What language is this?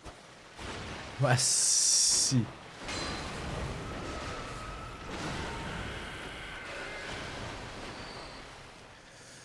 French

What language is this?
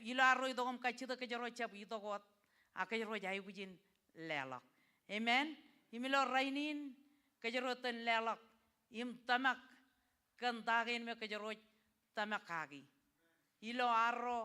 Marshallese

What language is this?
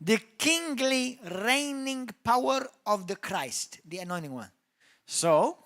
English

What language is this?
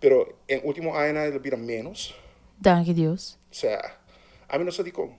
Papiamento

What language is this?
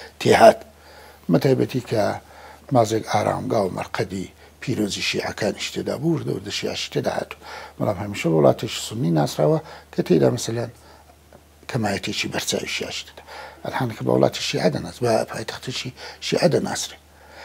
Central Kurdish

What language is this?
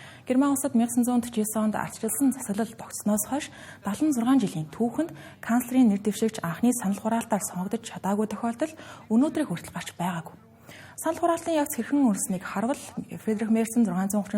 Mongolian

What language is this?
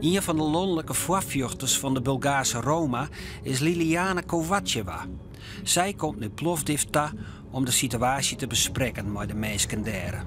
Western Frisian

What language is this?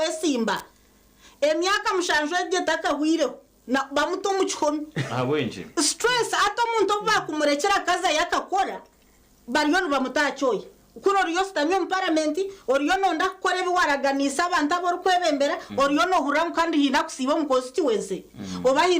Nyankole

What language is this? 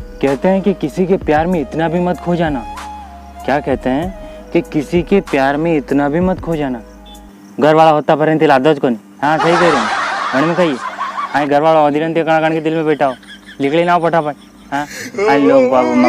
Rajasthani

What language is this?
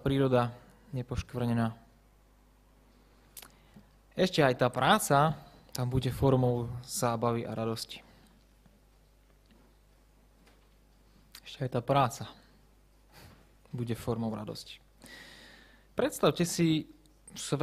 Slovak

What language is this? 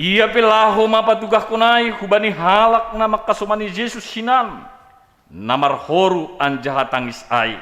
Batak Simalungun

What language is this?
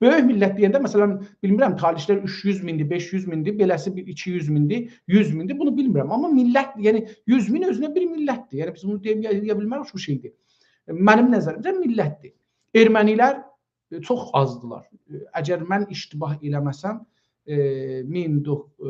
South Azerbaijani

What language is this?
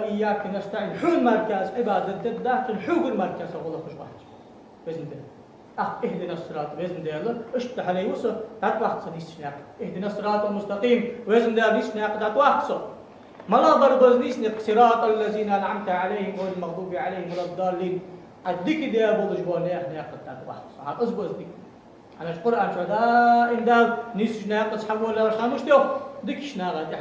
Ingush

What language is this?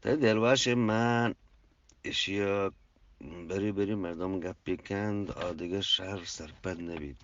Eastern Balochi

